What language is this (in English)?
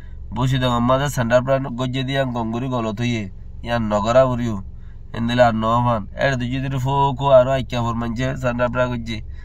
Rohingya